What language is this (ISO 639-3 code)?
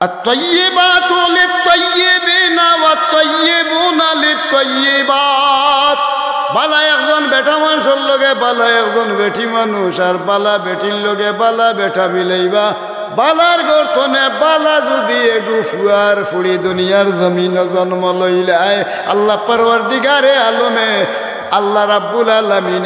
syl